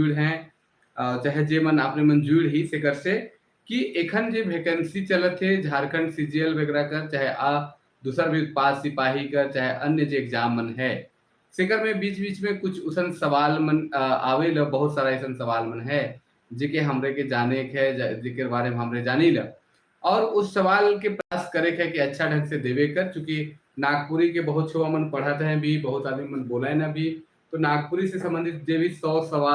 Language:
Sadri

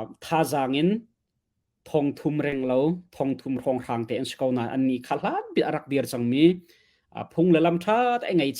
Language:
Hakha Chin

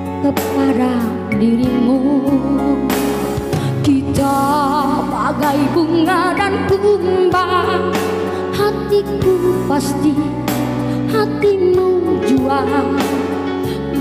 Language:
Indonesian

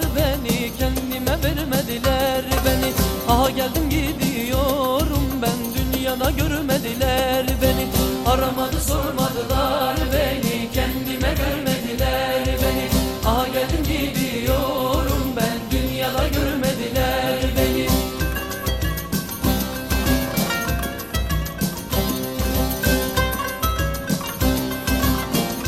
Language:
Turkish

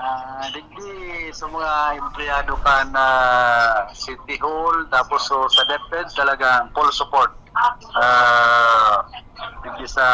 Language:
Bikol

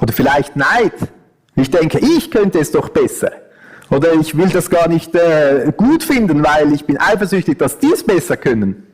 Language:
Swiss German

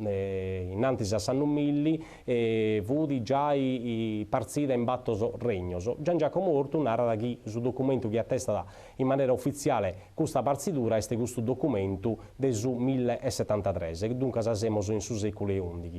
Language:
Sardinian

